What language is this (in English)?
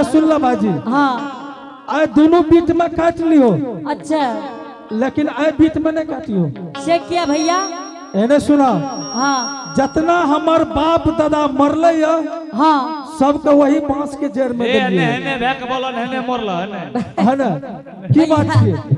Angika